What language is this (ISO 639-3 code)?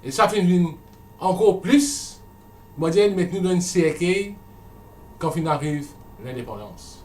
mfe